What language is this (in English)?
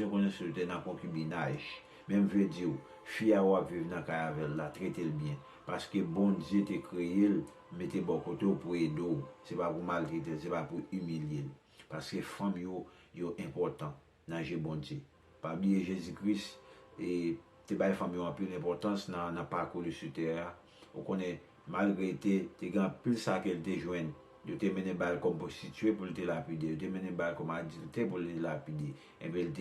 Haitian Creole